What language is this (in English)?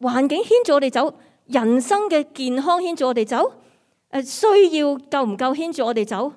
Cantonese